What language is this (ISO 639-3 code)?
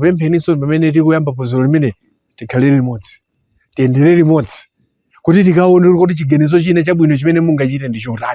nya